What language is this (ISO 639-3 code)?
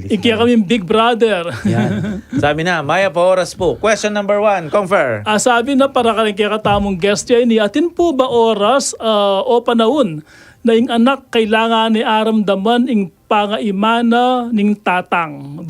pam